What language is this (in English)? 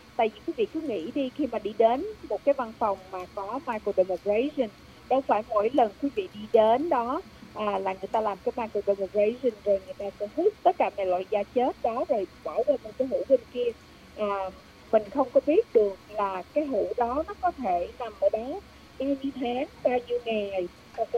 Vietnamese